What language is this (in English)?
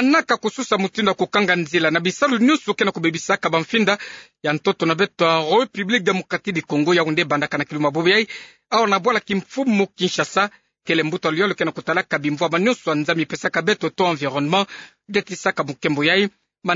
Kituba (Democratic Republic of Congo)